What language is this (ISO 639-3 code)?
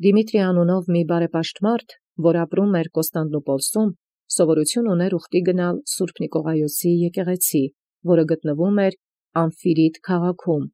hye